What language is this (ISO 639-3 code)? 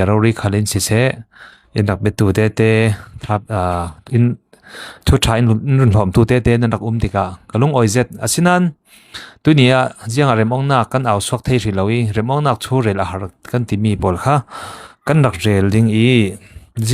cfm